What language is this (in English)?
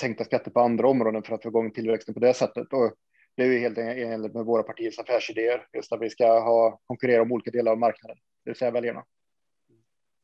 Swedish